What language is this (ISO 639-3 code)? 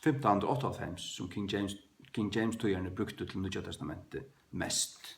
fao